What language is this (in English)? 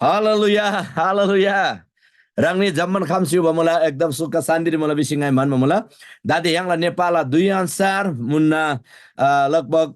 Eastern Tamang